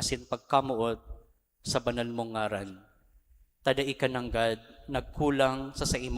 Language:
Bikol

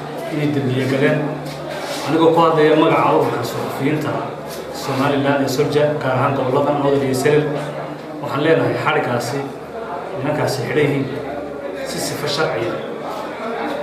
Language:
Somali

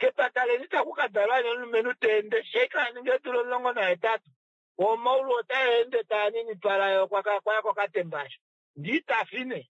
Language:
Kuanyama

